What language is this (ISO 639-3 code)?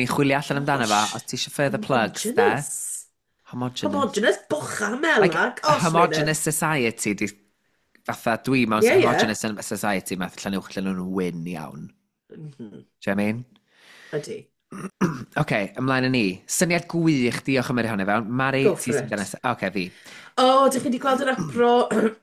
cym